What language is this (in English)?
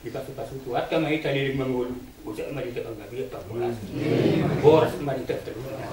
Batak Toba